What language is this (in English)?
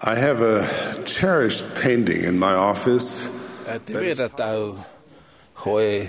Tahitian